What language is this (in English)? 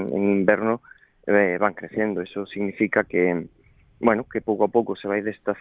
Galician